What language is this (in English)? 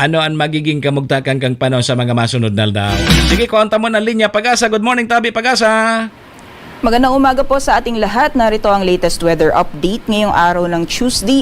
Bikol